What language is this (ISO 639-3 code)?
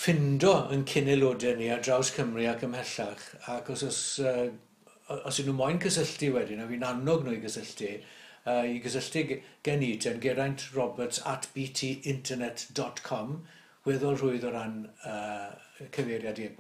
cym